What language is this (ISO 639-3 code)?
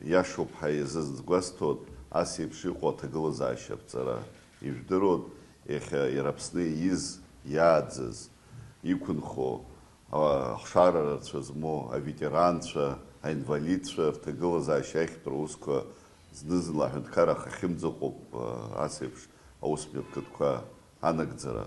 abk